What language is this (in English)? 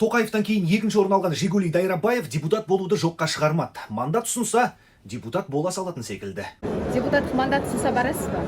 Kazakh